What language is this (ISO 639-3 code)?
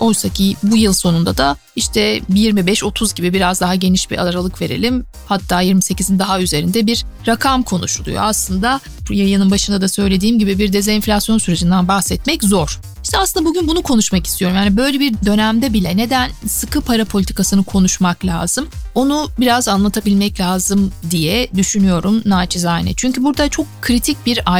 tur